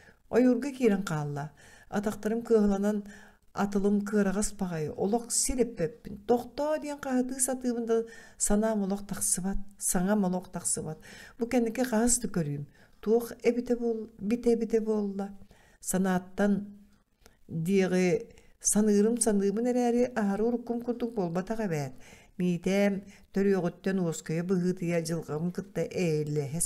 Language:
Yakut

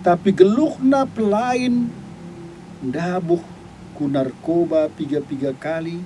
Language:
Batak Karo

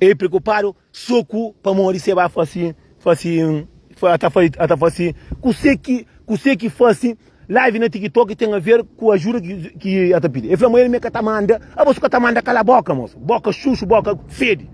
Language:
Kabuverdianu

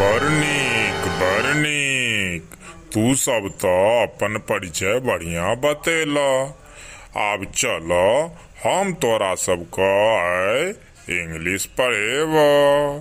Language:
Maithili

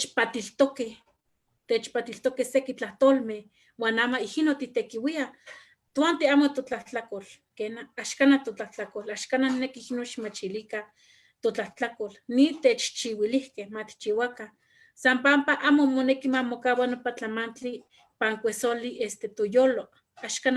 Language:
Eastern Huasteca Nahuatl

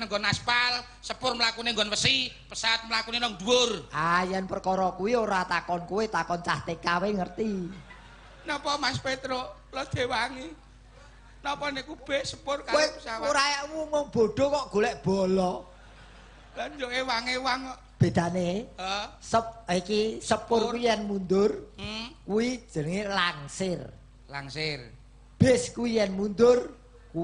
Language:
Javanese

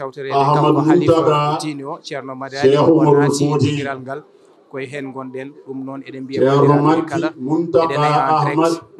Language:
Fula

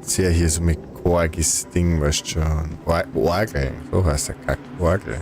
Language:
Bavarian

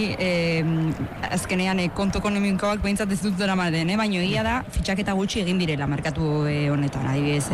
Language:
Basque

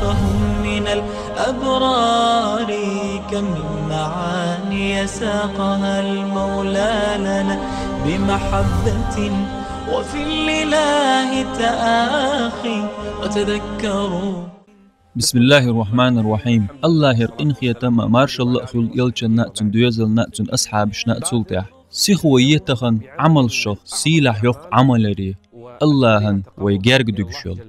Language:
Chechen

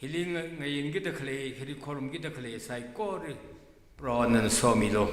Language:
Tangkhul Naga (India)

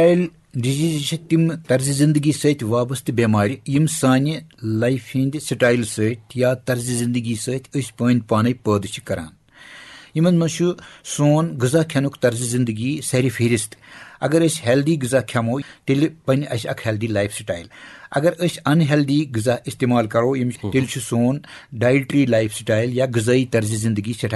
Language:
Kashmiri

